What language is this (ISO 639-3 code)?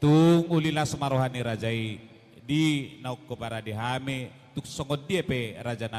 bbc